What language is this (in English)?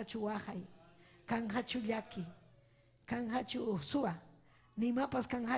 Ayacucho Quechua